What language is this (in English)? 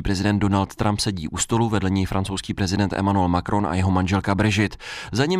Czech